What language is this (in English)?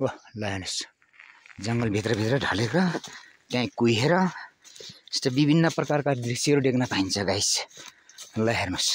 Nepali